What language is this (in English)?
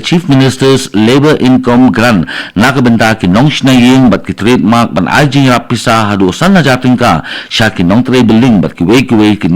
Khasi